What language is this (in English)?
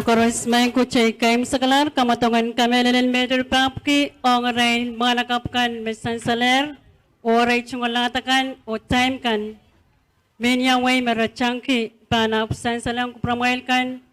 Pohnpeian